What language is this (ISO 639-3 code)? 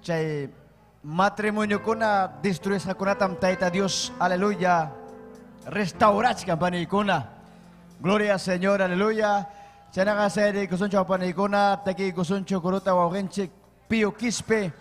quy